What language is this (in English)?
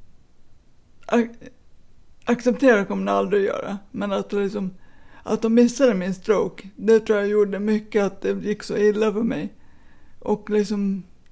Swedish